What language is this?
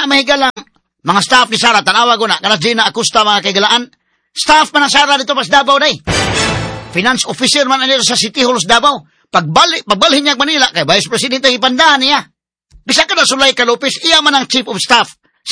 Cebuano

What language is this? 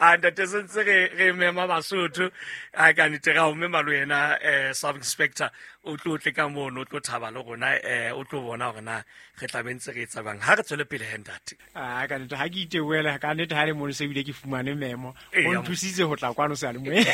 Southern Sotho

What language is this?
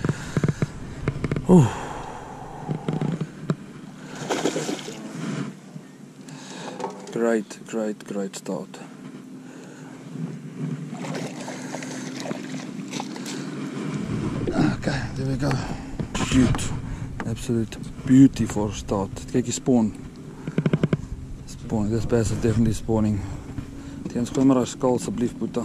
Afrikaans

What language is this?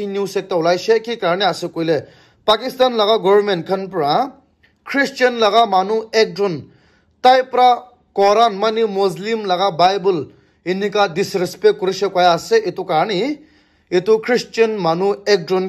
Naga Pidgin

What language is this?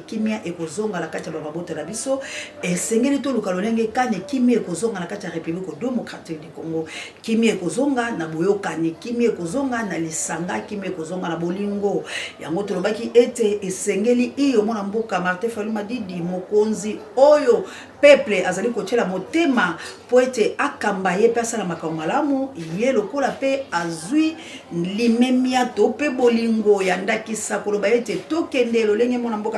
Lingala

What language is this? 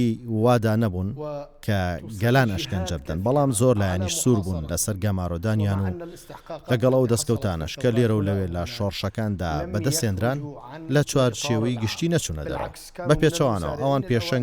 Central Kurdish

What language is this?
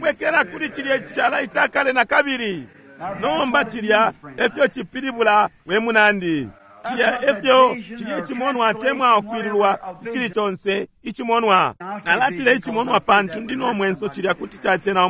Bemba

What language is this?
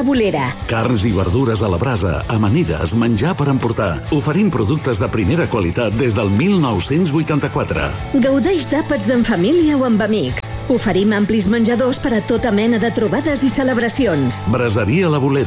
Catalan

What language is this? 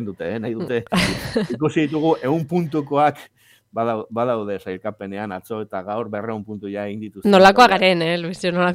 Basque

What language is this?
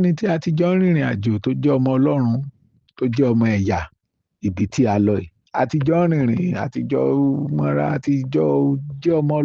Yoruba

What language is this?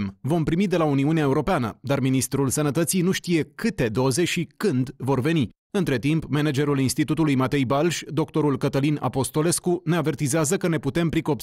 Romanian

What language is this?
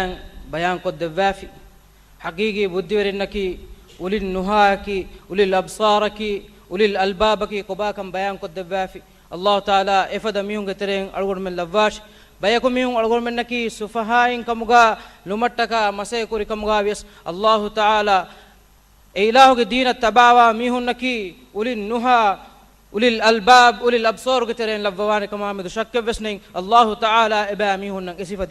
Divehi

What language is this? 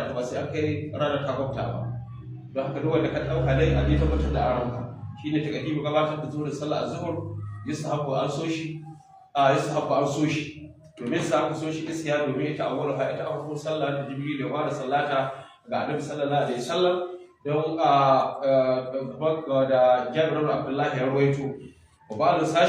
Hausa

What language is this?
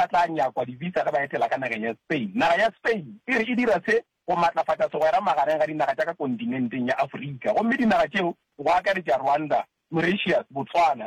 Northern Sotho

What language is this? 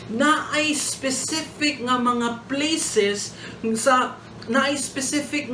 Cebuano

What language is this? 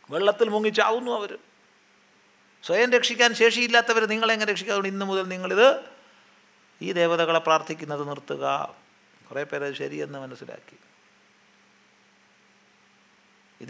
Malayalam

